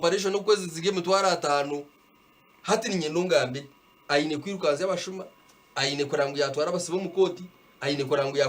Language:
Nyankole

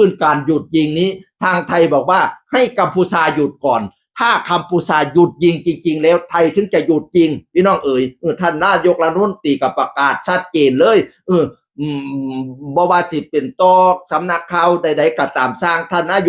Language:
Northeastern Thai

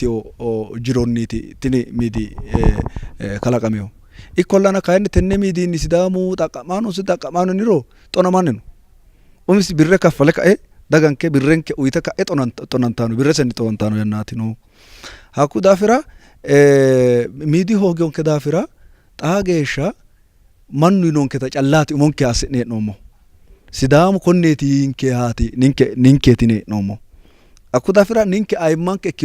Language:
Sidamo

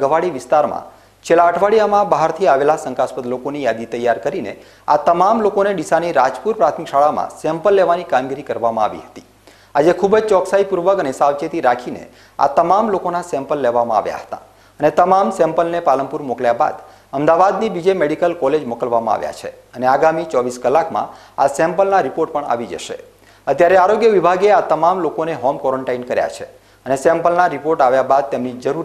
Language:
Gujarati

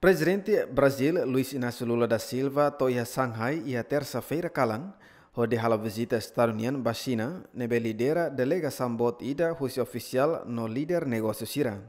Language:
Tetum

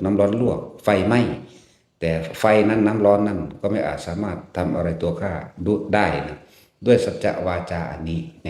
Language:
Northeastern Thai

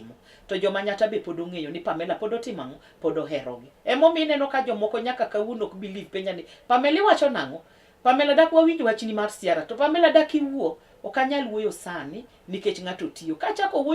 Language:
Luo (Kenya and Tanzania)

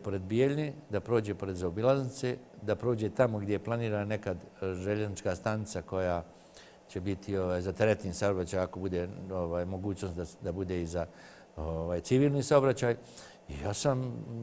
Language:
Serbian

